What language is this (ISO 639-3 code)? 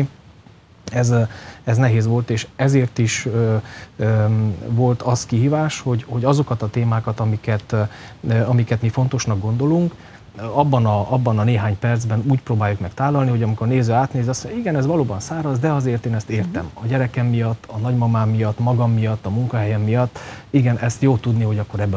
hun